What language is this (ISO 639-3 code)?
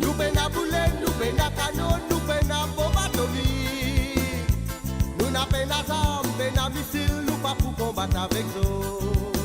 mfe